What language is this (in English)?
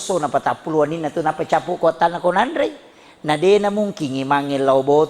Buginese